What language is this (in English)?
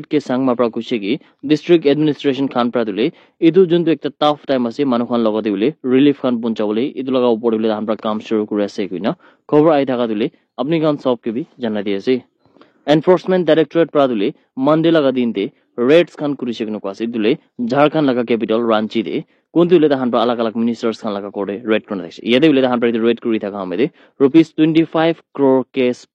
Naga Pidgin